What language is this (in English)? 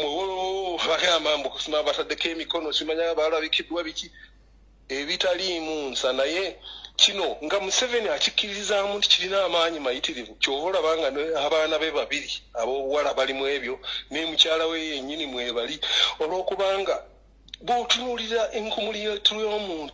Ganda